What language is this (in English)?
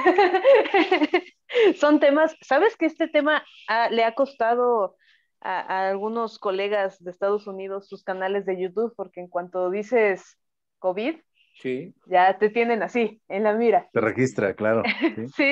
Spanish